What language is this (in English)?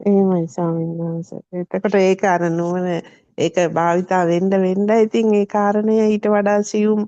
Sinhala